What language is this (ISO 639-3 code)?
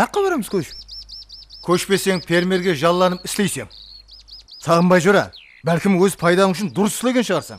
kaa